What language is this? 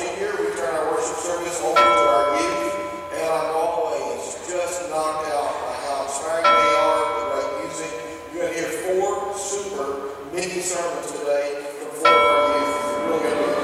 English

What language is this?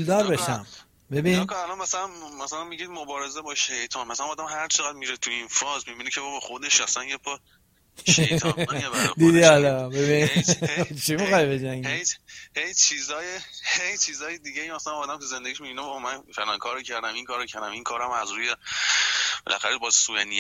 Persian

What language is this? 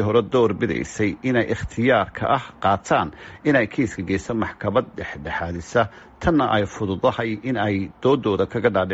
Somali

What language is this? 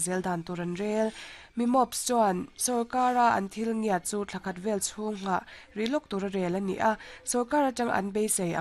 Mizo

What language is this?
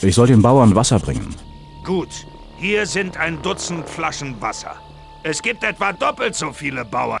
Bavarian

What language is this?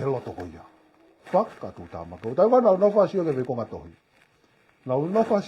Tongan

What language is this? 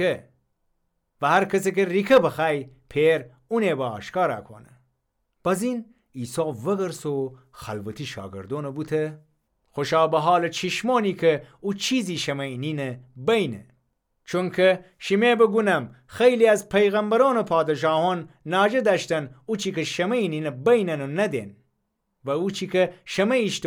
Gilaki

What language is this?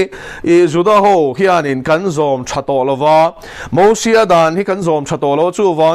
Mizo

